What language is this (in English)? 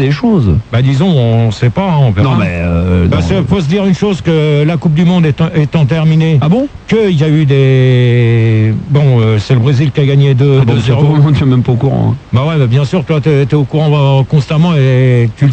French